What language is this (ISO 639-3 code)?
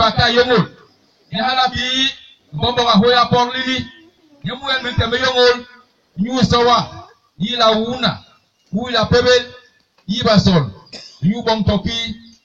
bas